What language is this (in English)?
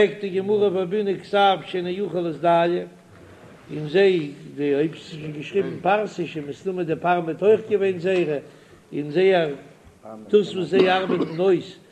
Yiddish